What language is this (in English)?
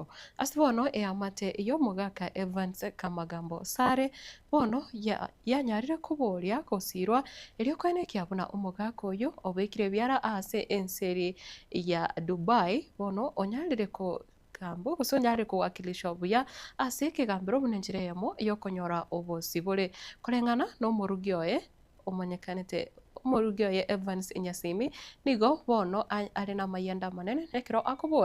Gusii